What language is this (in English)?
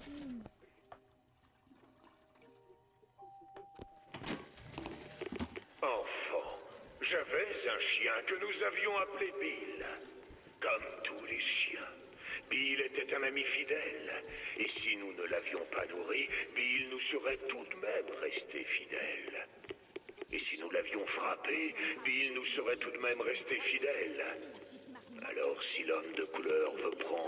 French